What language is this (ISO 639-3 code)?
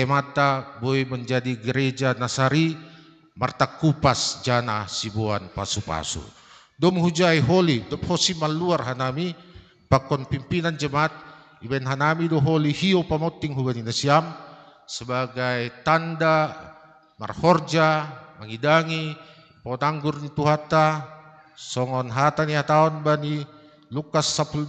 bts